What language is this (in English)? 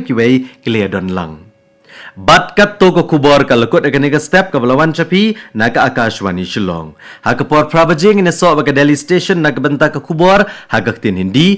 Khasi